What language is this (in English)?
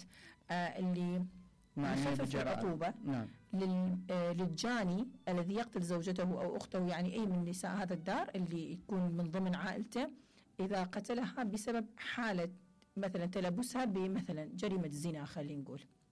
Mesopotamian Arabic